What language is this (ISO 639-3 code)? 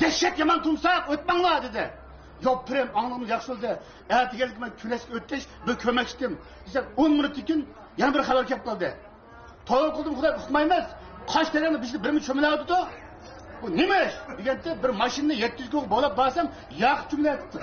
uig